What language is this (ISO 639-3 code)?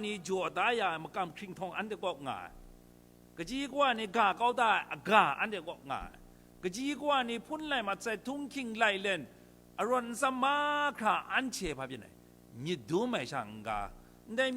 kac